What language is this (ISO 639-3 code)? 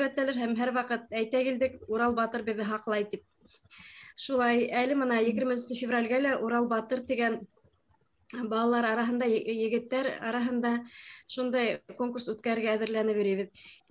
bak